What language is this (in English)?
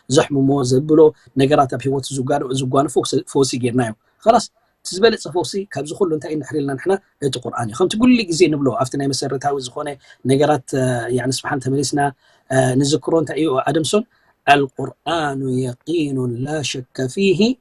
Tigrinya